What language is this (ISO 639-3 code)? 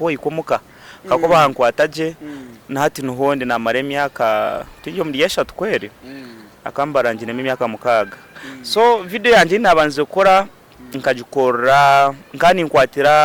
nyn